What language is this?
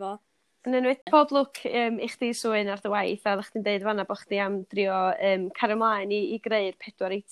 Welsh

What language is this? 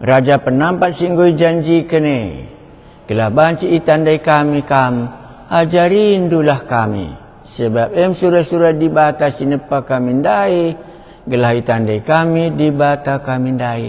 Batak Karo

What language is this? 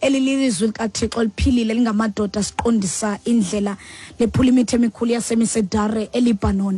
Xhosa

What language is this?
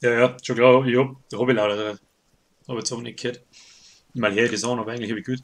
Bavarian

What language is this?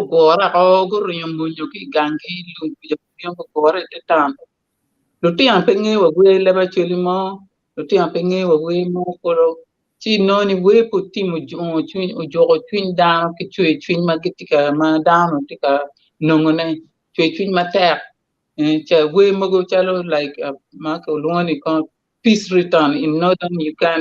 Acoli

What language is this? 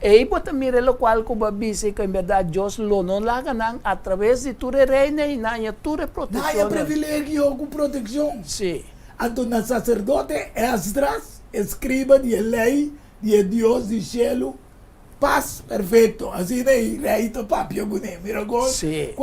Papiamento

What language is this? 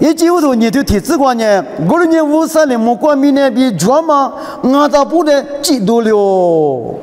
Lisu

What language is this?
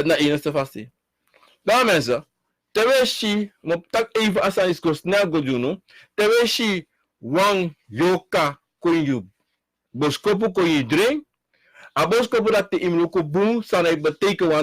Sranan Tongo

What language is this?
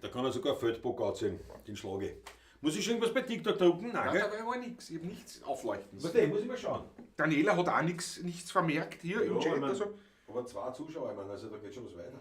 Bavarian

